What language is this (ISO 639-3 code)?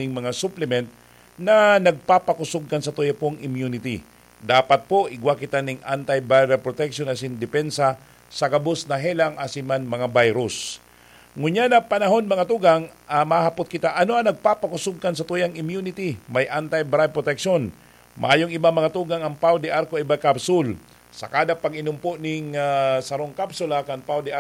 bik